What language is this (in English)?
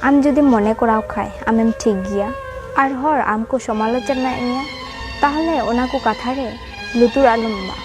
Santali